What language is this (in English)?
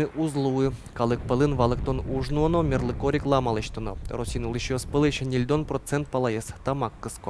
Udmurt